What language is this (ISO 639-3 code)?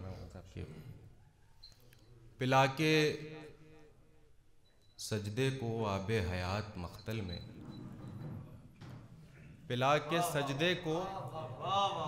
urd